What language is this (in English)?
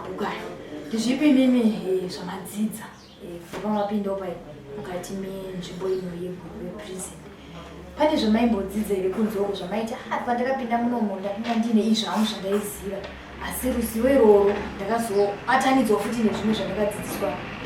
Shona